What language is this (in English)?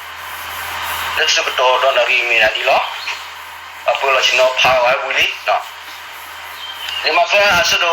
S'gaw Karen